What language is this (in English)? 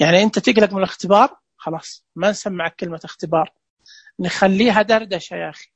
Najdi Arabic